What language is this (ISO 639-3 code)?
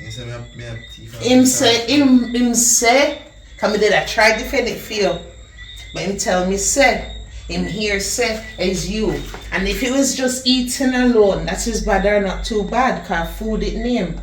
jam